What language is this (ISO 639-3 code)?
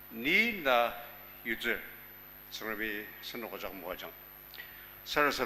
njo